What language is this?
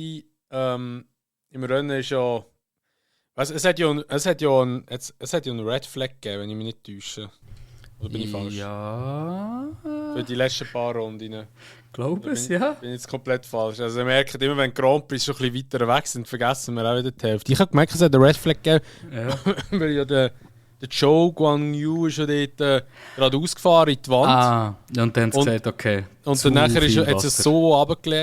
Swiss German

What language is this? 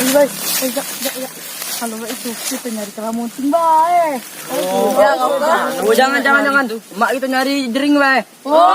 Musi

